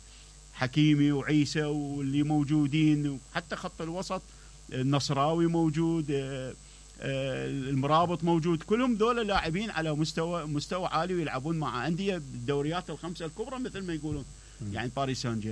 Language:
Mesopotamian Arabic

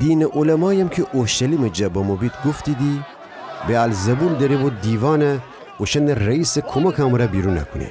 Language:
Gilaki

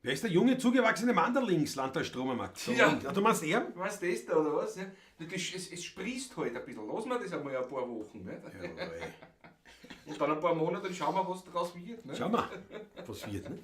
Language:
Bavarian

